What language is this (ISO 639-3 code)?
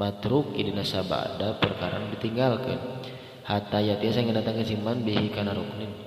sun